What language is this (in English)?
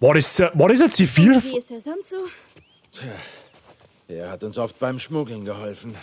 Bavarian